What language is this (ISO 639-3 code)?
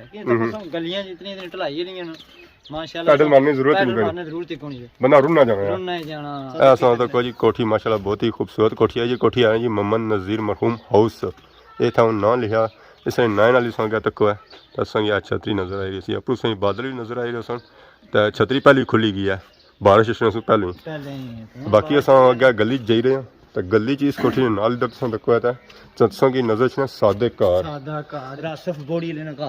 phr